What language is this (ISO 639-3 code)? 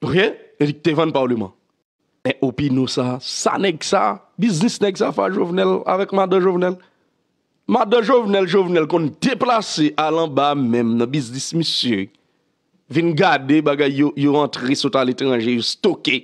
hat